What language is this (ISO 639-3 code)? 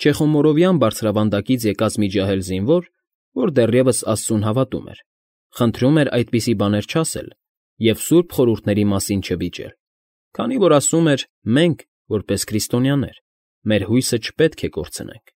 hye